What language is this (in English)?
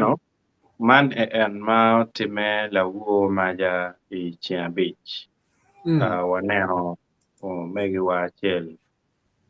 Acoli